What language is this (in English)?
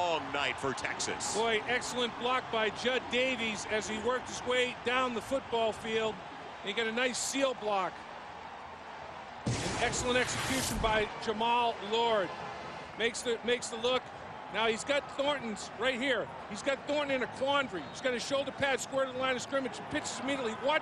English